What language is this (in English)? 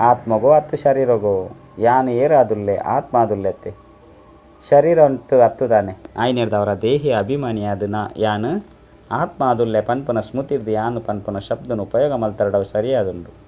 Tulu